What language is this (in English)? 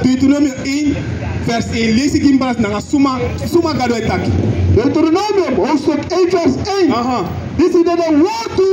Sranan Tongo